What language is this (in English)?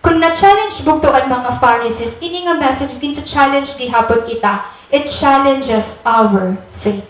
Waray